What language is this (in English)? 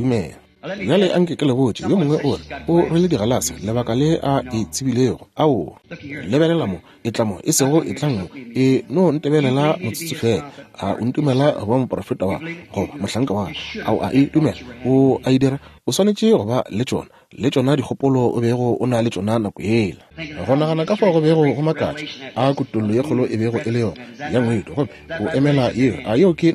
Northern Sotho